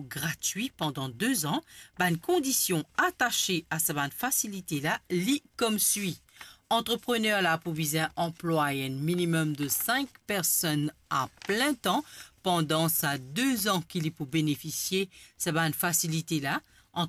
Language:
Morisyen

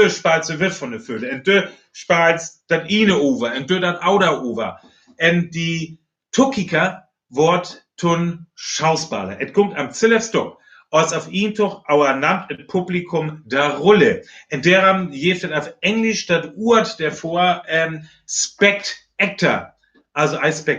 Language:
Northern Frisian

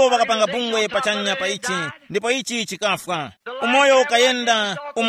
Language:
Tumbuka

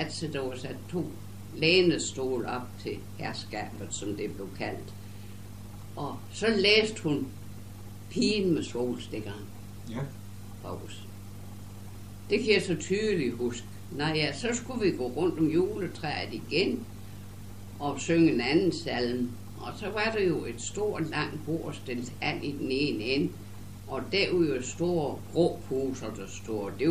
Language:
Danish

